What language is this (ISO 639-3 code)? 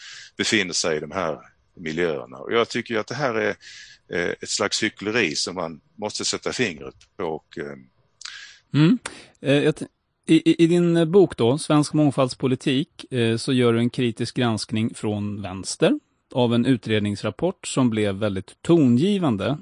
swe